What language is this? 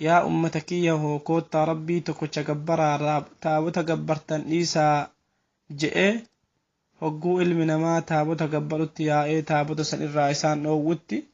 Oromo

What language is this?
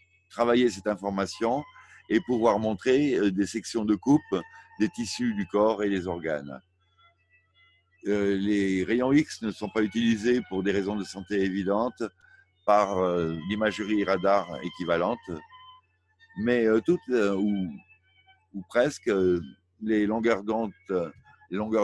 French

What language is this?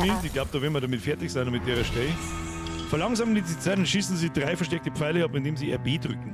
Bavarian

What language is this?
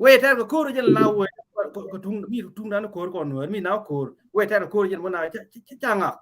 Nuer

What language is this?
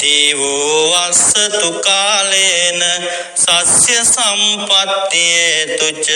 Sinhala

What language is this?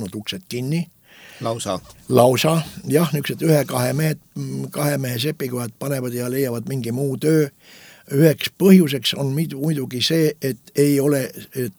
Estonian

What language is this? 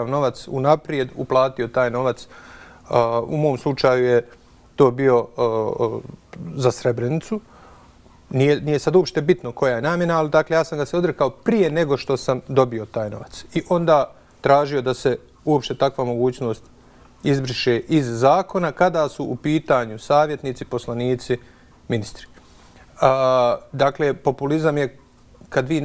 Bosnian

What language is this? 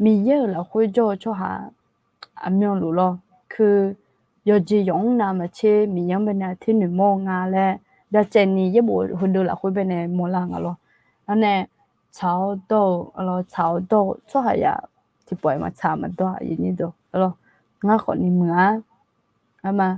Akha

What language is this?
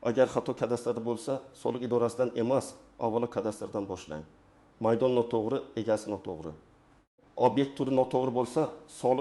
Uzbek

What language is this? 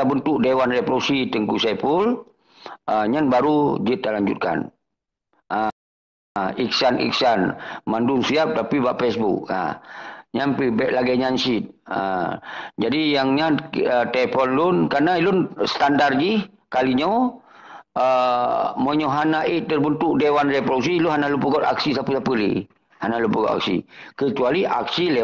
Achinese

